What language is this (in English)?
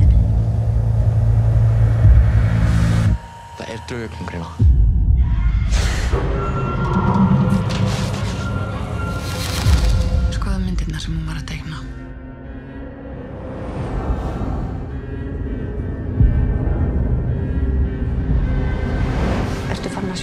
Icelandic